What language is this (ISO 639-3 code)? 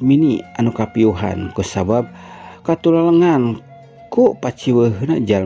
sun